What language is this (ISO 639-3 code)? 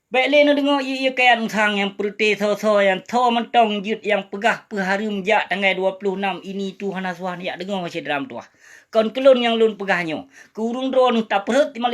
ace